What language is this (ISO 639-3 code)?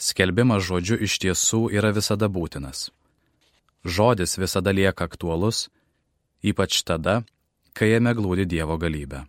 lit